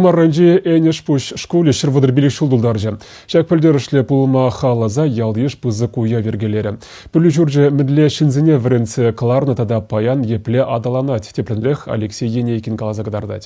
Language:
Chuvash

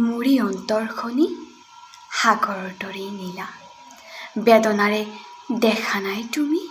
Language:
Assamese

